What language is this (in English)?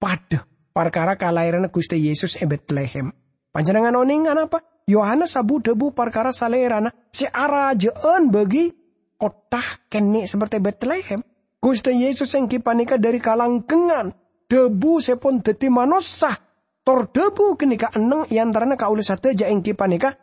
Madurese